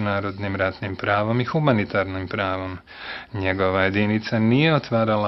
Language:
Bosnian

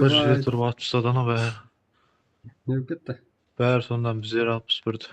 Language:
Kara-Kalpak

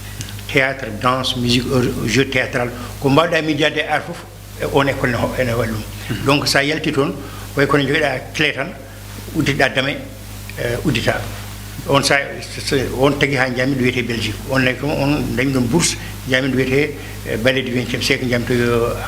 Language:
Fula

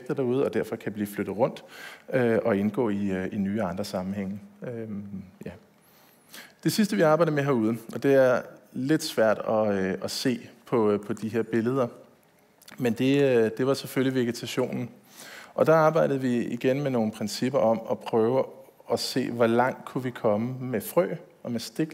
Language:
Danish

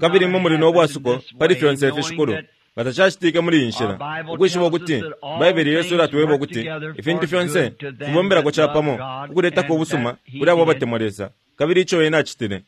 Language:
Bemba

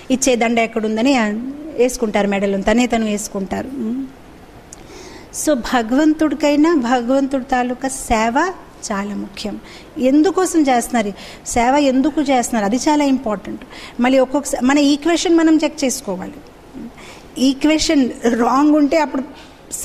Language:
Telugu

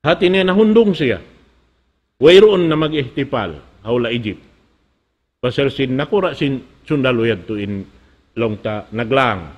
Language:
Tausug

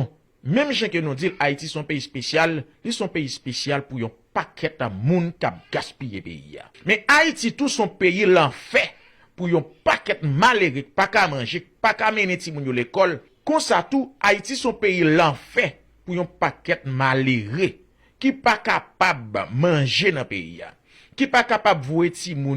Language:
Haitian Creole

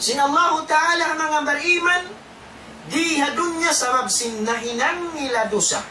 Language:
Tausug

